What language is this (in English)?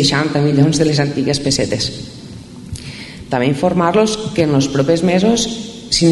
Catalan